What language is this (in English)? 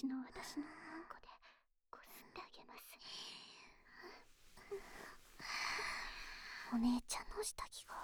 Japanese